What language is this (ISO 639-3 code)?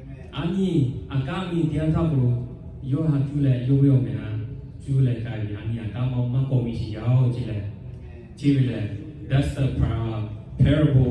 lhu